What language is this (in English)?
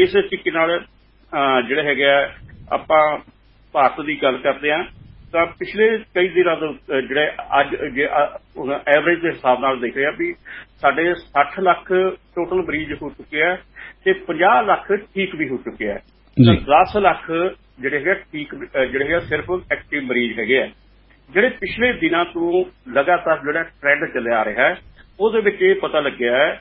Punjabi